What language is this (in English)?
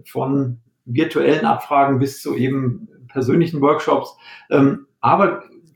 German